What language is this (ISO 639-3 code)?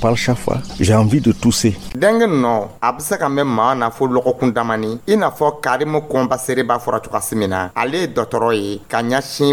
dyu